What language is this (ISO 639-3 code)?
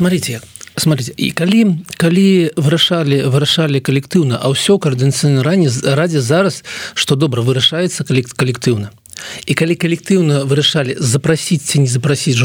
bel